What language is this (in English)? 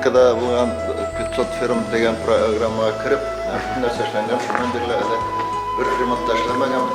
Bashkir